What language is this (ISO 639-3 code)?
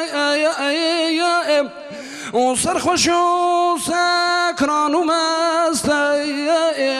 kur